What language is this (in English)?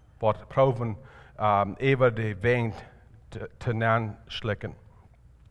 Plautdietsch